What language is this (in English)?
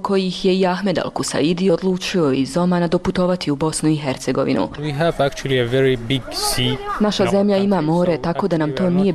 Bosnian